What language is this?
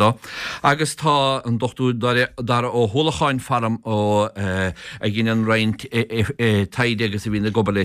Irish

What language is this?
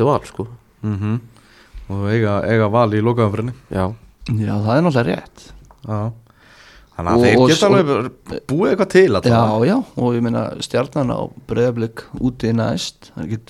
Icelandic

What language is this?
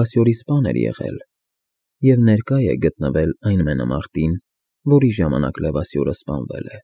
Armenian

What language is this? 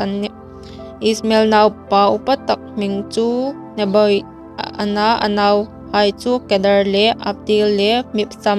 Hmar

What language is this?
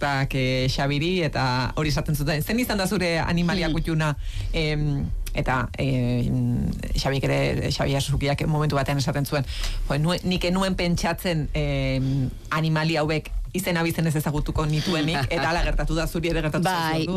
Basque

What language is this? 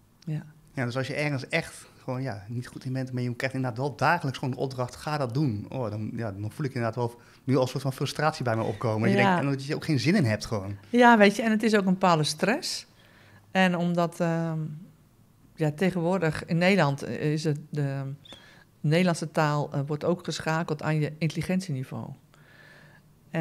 Dutch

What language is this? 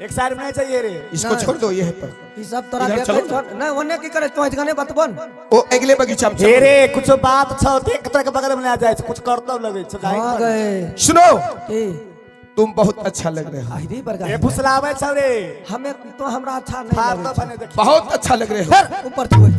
Maithili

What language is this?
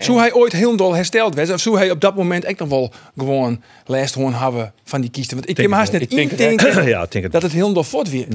Western Frisian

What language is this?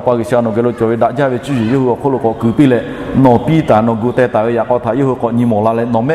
Lahu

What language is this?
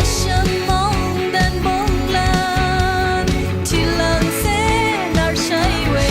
Rawang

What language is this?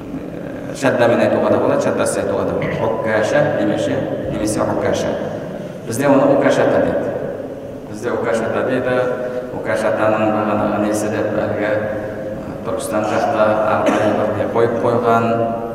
Kazakh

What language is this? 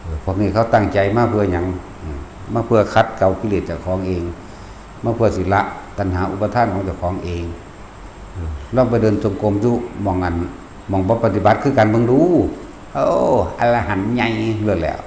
Northeastern Thai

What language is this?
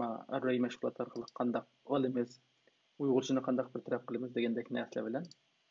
Uyghur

